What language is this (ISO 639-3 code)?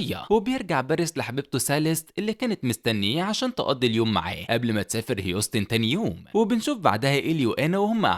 arz